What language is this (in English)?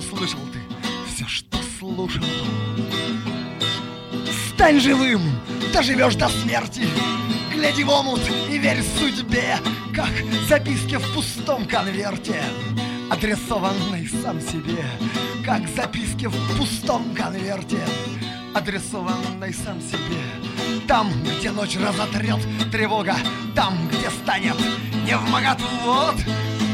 Russian